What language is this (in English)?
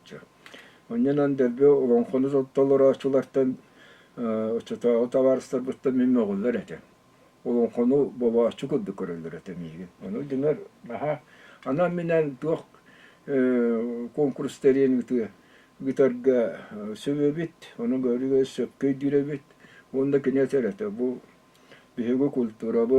Yakut